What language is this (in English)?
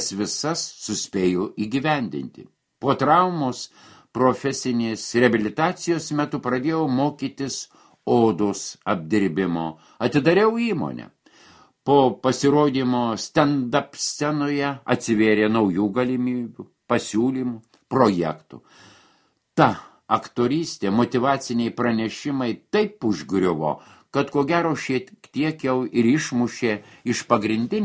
Lithuanian